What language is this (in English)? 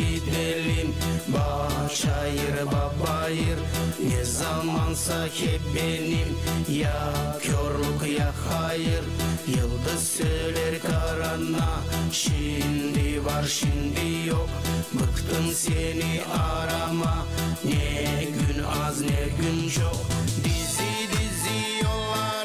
Gagauz